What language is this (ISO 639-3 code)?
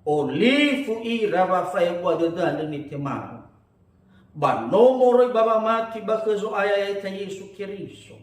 nia